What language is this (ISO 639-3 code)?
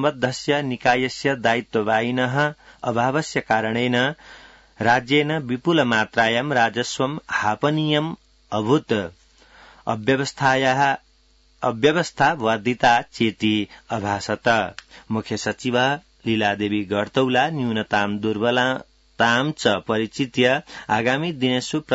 san